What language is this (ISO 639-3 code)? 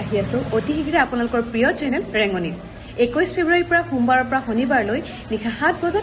asm